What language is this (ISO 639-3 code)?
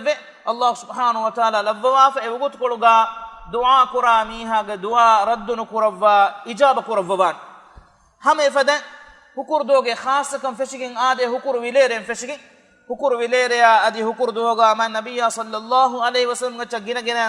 div